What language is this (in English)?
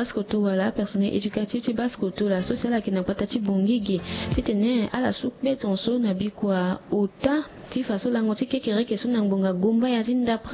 Sango